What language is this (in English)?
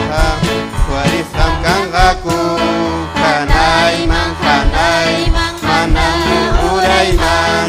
Ayacucho Quechua